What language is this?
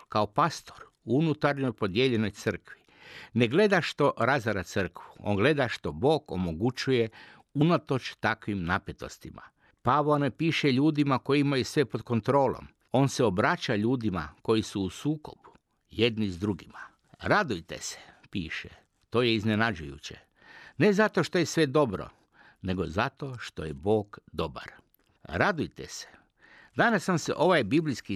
Croatian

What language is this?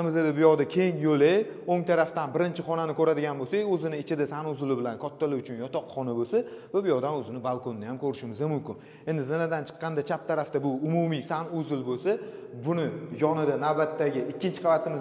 Uzbek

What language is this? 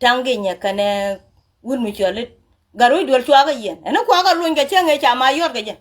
Nuer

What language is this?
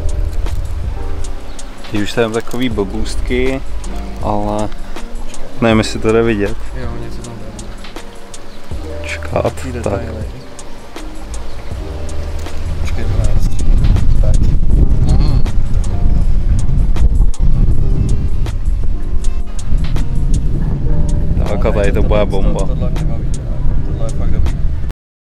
Czech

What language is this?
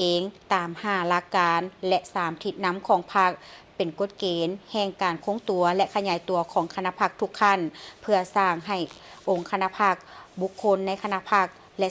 Lao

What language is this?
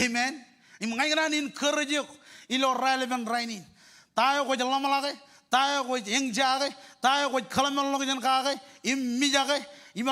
Marshallese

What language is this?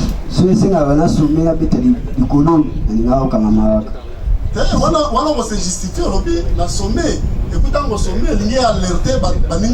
Lingala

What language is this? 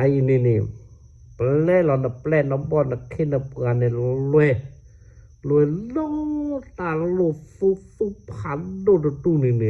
S'gaw Karen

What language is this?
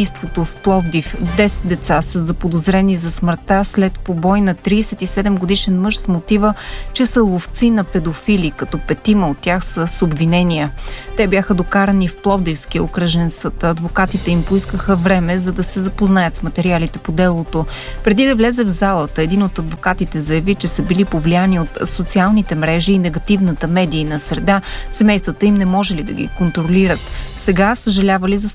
Bulgarian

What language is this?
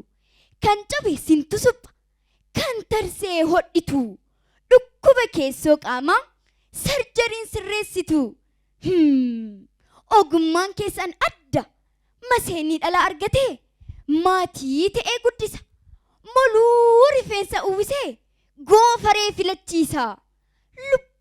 Oromo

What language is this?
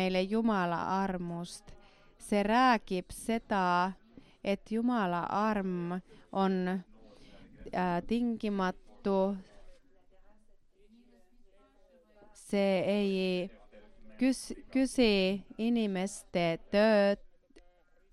Estonian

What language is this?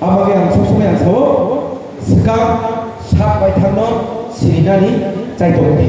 Kok Borok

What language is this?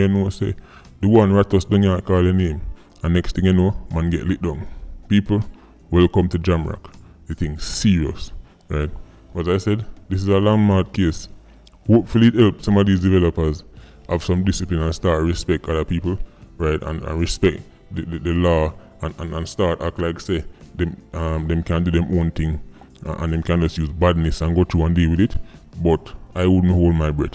Jamaican Creole English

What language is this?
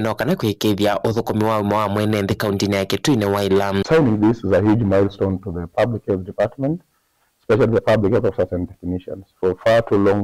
Kamba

